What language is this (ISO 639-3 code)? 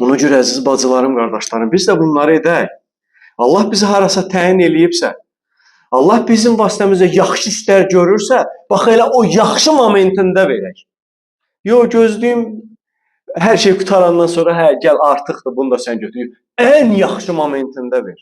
aze